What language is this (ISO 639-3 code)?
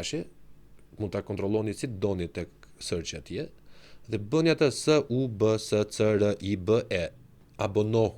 sqi